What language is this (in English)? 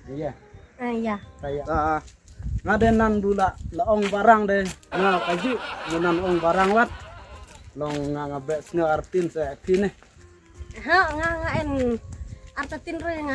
Khasi